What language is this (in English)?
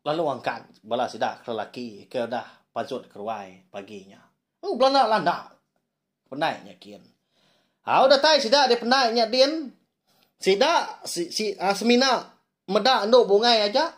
Iban